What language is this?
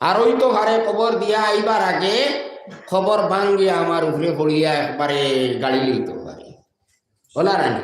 Sylheti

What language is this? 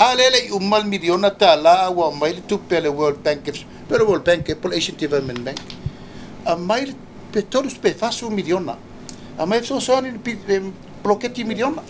Samoan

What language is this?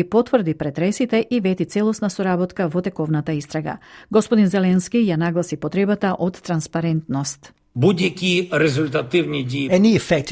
Macedonian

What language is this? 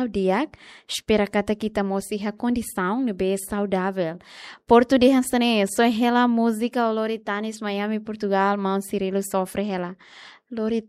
Tetum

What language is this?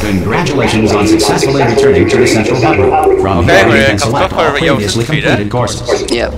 Faroese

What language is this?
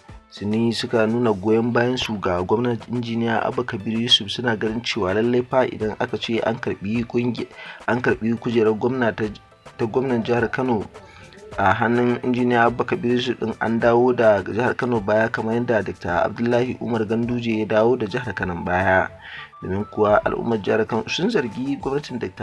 Hausa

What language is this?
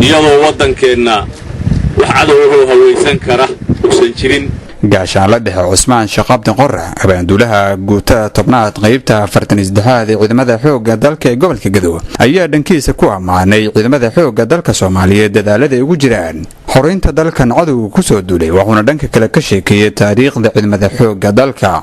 Somali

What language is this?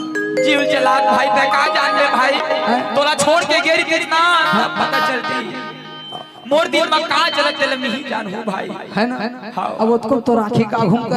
Chhattisgarhi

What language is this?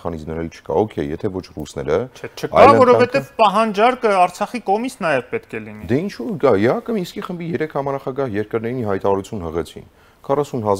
Armenian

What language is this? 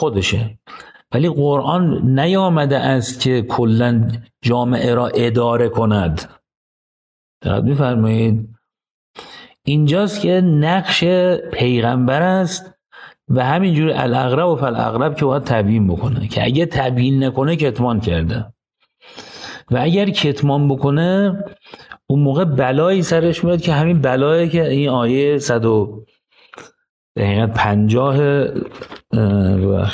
Persian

